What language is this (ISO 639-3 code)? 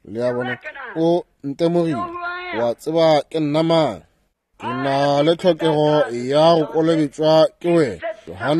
nso